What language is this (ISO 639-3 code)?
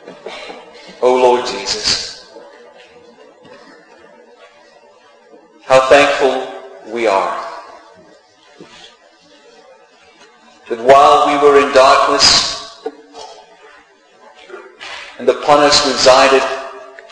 eng